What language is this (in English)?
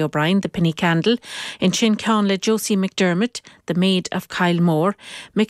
Irish